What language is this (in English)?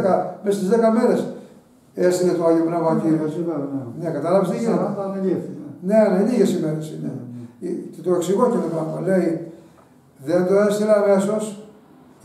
Greek